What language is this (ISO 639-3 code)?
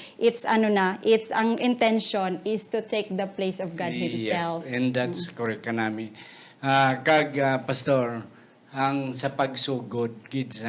hil